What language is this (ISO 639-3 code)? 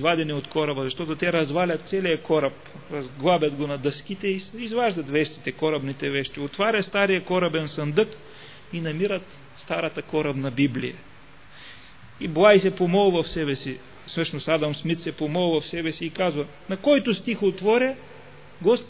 bul